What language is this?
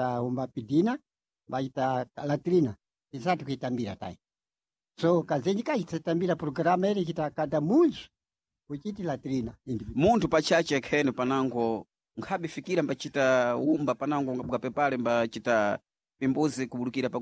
Sena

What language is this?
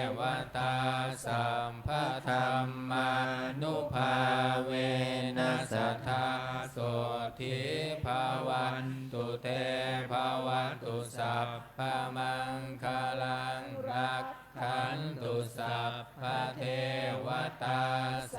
Pali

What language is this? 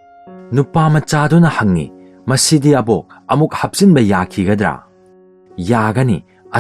Manipuri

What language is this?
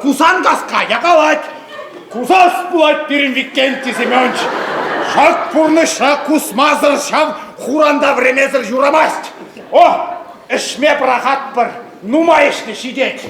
Chuvash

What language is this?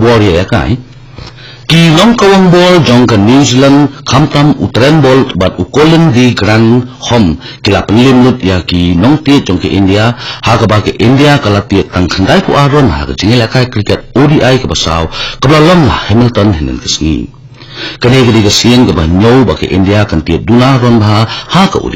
Khasi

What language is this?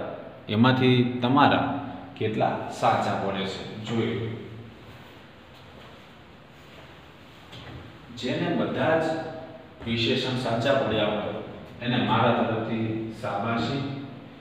Gujarati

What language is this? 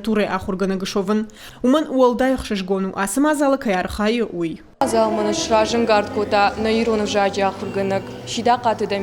Ossetic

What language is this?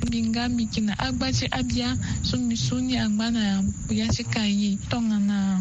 Sango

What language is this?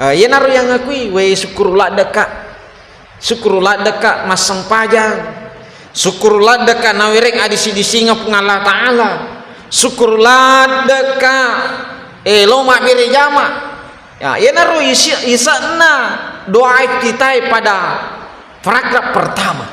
Buginese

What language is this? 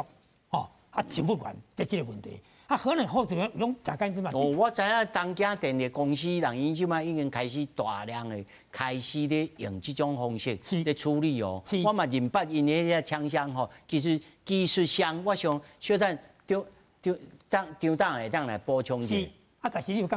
Min Nan Chinese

